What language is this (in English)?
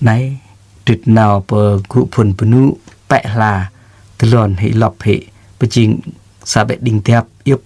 Jarai